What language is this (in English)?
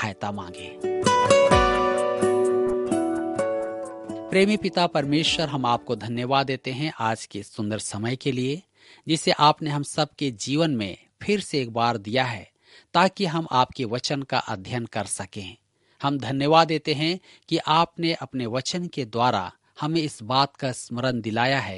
Hindi